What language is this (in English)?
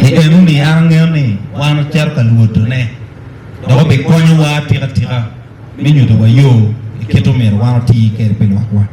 Acoli